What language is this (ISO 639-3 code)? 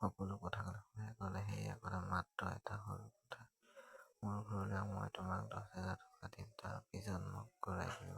asm